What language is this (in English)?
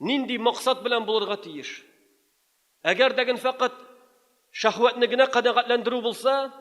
Tatar